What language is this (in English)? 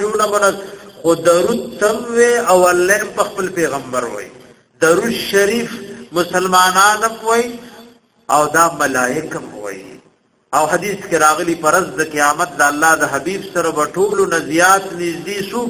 Pashto